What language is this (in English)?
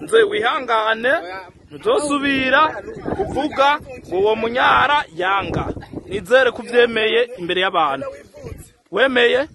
Rundi